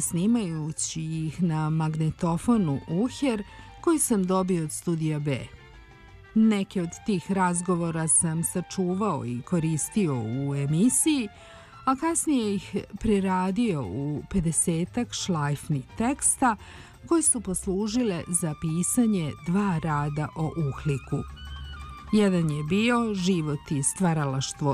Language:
Serbian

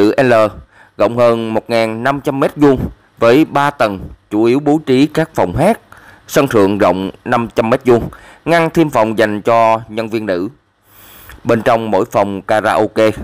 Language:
Vietnamese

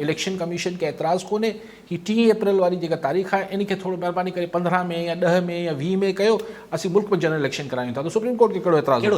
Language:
Sindhi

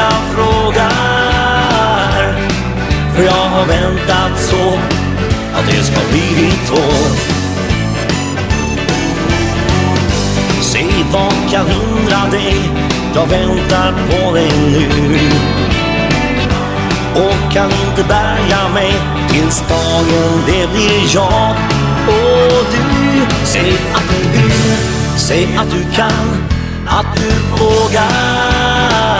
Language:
Swedish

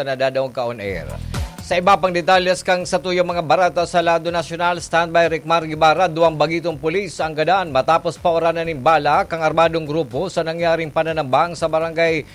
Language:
Bikol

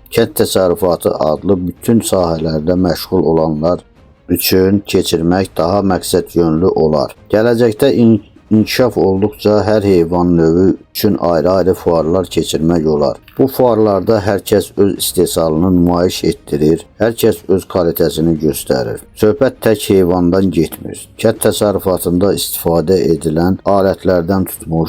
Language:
Azerbaijani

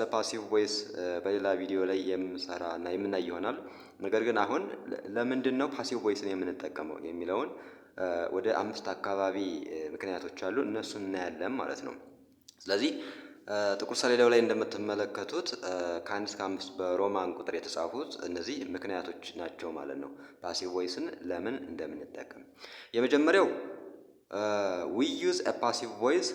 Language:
Amharic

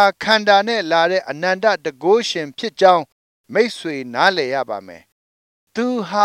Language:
Burmese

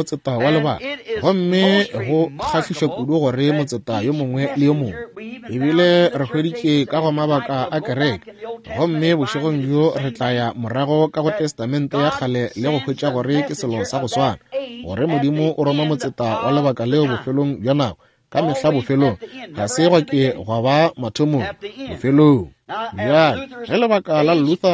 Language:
Northern Sotho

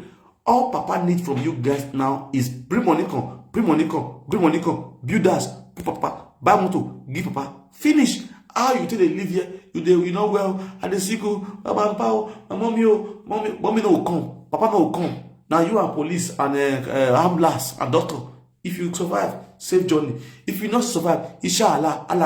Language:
Nigerian Pidgin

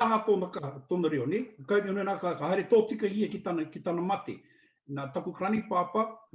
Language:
Māori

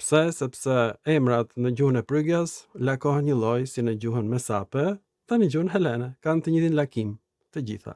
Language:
Albanian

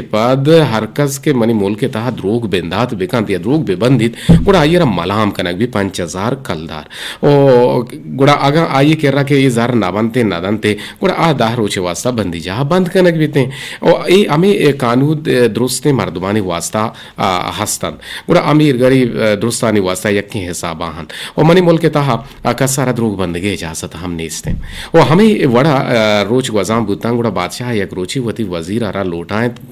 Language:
Eastern Balochi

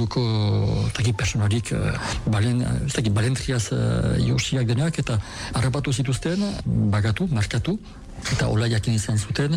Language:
Basque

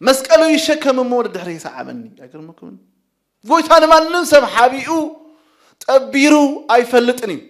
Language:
Tigrinya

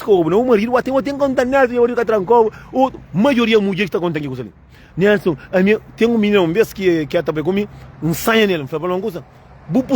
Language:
Kabuverdianu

